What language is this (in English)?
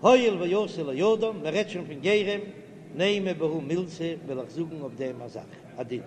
Yiddish